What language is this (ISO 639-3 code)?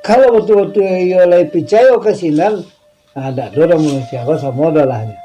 min